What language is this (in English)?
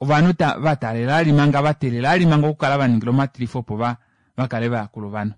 Kuanyama